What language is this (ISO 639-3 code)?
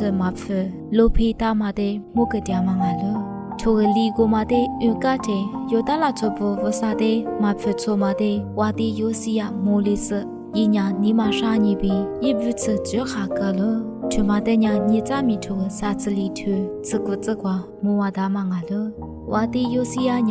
lis